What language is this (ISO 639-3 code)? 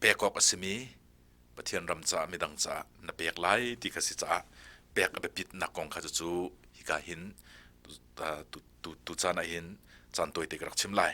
cnh